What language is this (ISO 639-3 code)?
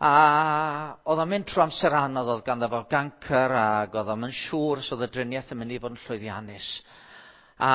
cym